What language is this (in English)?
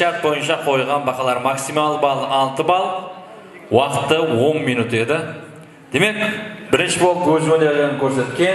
Kara-Kalpak